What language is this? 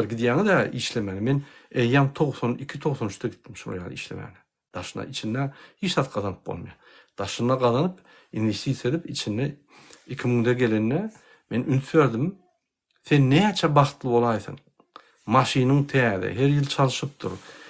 Turkmen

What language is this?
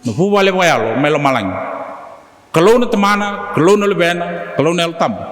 Fijian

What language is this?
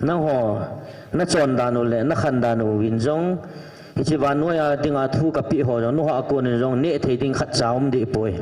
Thado Chin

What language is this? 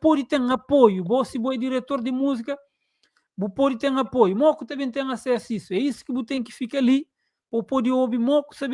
Kabuverdianu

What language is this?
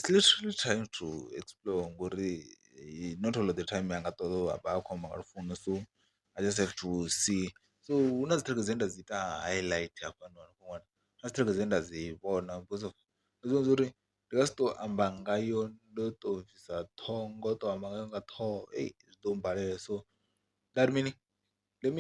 Venda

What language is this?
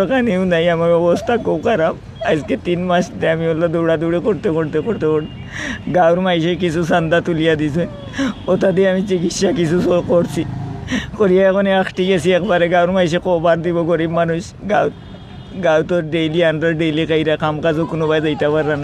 Sylheti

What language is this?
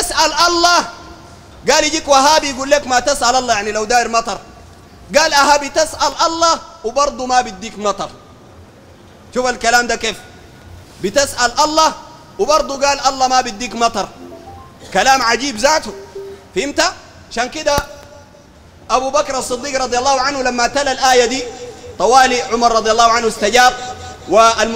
Sudanese Arabic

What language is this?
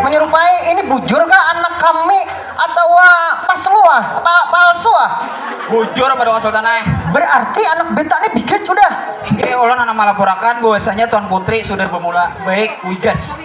Banjar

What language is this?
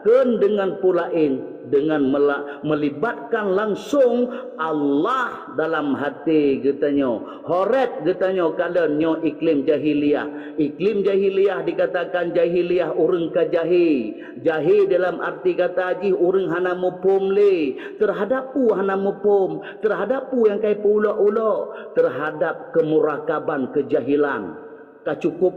Achinese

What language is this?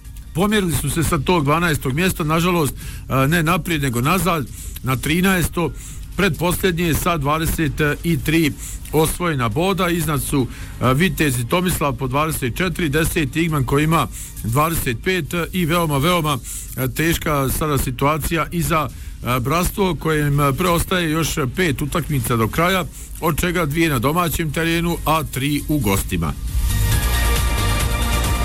Bosnian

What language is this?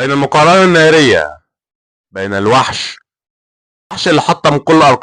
Egyptian Arabic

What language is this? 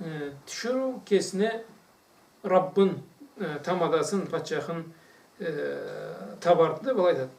Karachay-Balkar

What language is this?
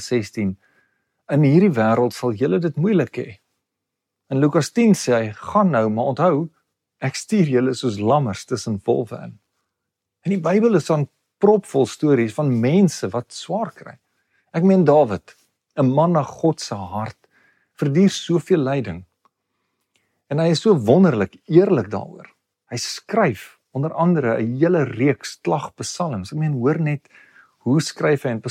Afrikaans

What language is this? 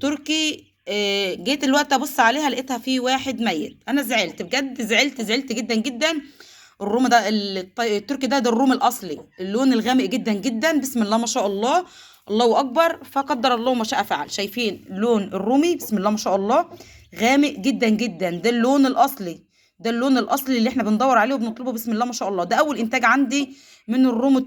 Egyptian Arabic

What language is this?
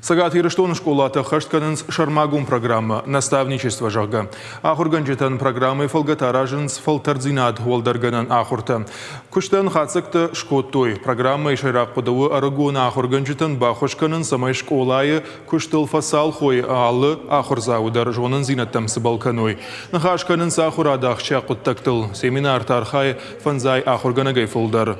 Ossetic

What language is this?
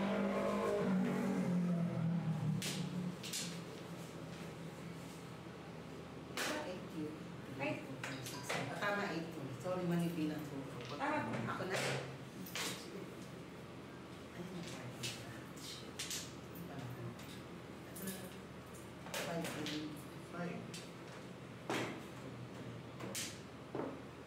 Filipino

